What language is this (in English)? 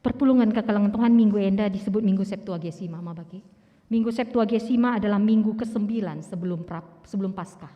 Batak Karo